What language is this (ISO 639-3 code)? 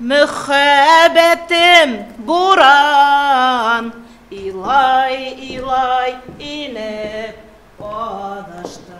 bak